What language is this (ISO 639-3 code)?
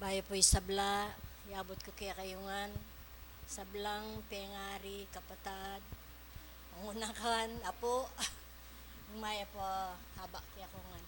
pam